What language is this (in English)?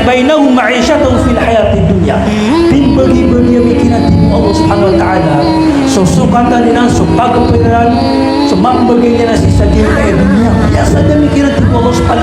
Maranao